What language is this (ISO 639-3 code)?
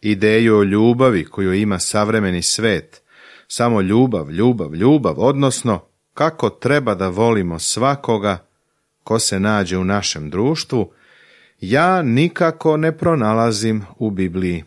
srp